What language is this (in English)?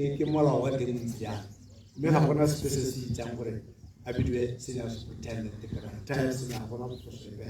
Tswana